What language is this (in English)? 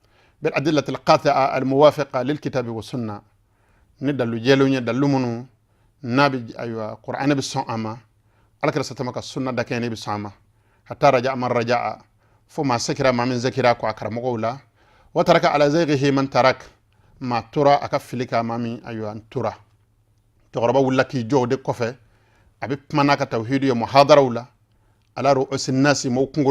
Bambara